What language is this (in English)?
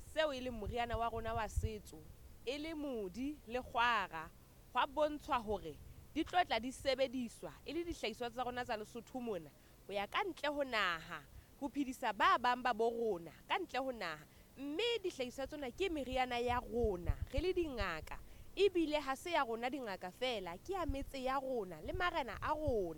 Southern Sotho